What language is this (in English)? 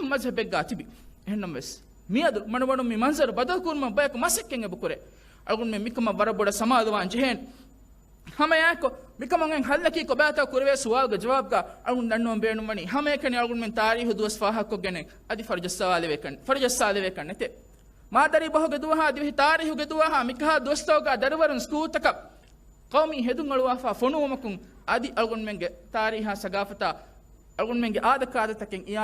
Divehi